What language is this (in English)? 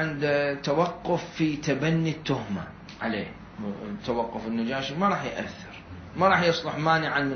Mesopotamian Arabic